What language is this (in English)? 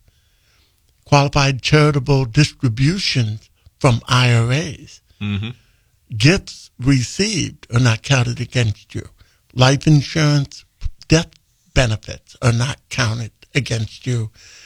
English